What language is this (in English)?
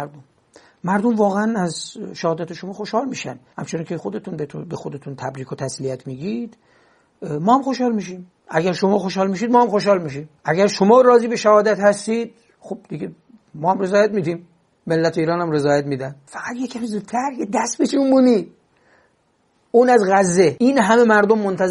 Persian